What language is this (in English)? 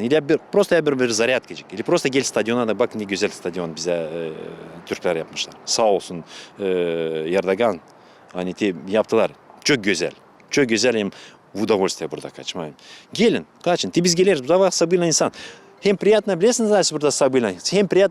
Gagauz